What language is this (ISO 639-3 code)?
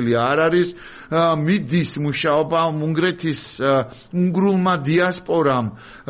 kat